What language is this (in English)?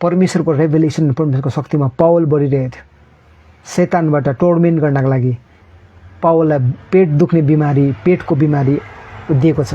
Nepali